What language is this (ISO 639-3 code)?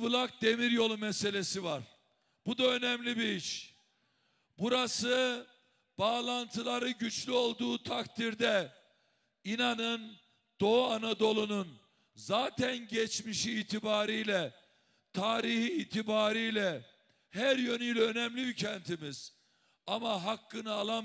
tur